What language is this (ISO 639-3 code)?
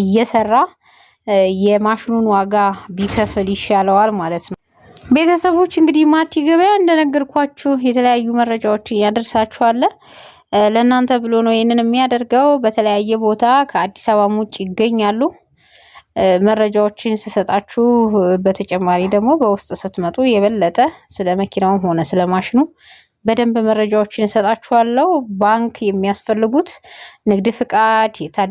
amh